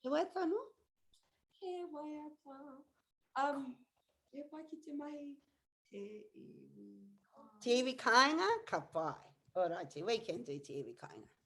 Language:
Māori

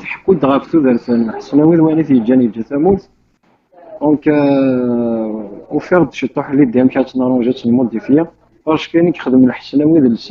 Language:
Kabyle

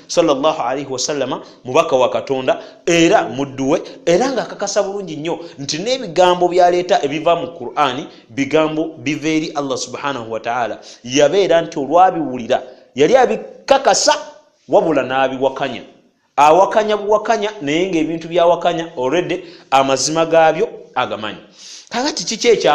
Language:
Ganda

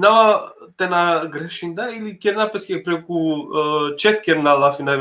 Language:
Balkan Romani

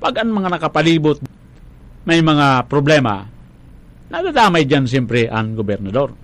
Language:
Bikol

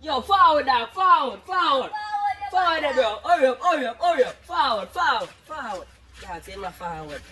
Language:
Jamaican Creole English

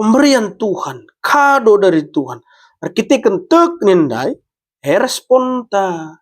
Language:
Batak Karo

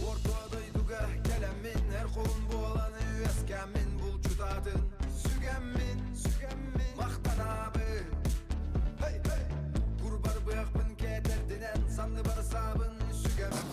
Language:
Yakut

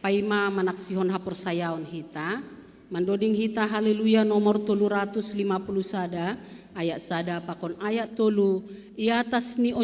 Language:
Batak Simalungun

